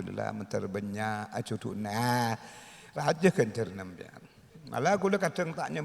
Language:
Madurese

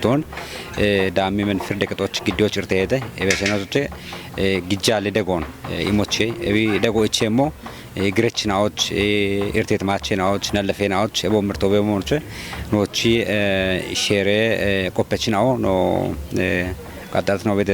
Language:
Kafa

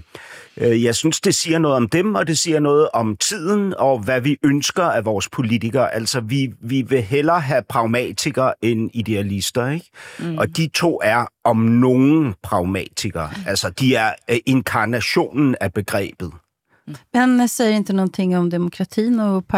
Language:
Danish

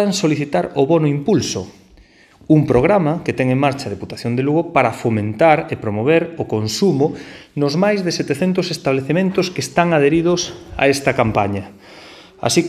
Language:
Galician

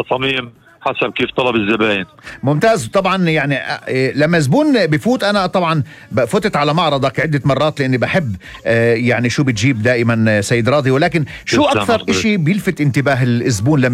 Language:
North Levantine Arabic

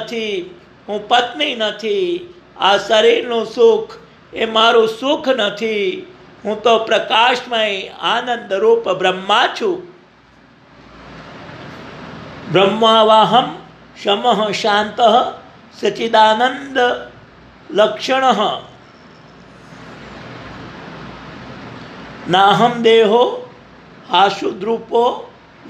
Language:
Gujarati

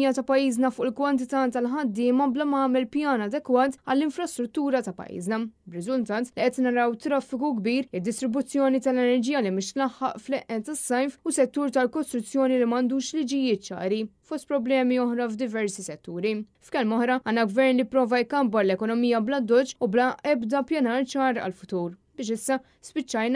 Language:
Maltese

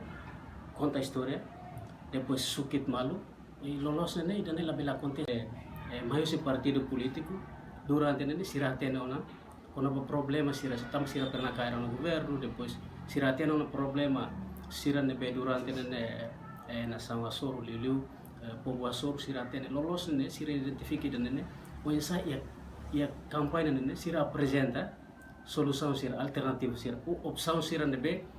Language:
Tetum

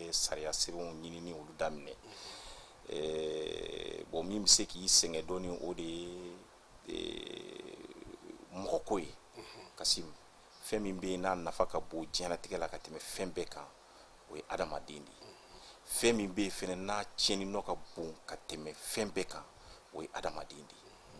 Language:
Bambara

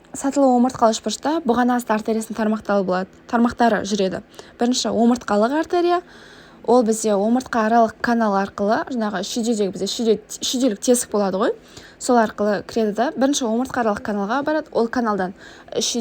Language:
Kazakh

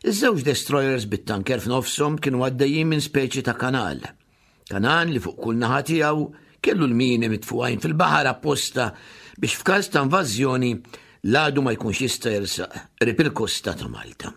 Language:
Maltese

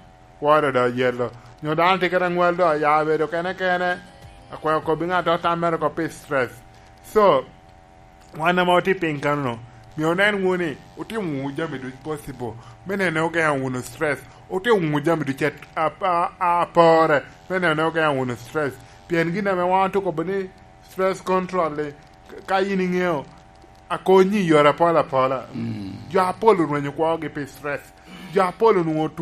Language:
Lango (Uganda)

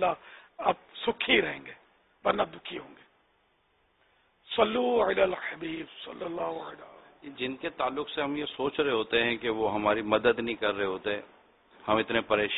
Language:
Urdu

